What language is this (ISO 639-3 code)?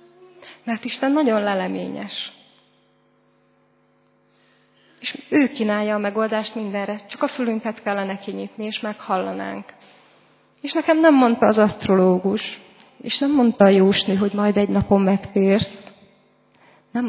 hun